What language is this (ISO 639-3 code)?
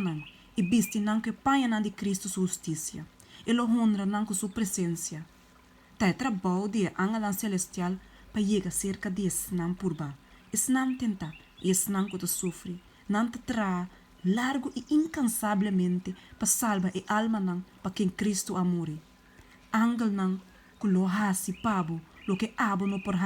pap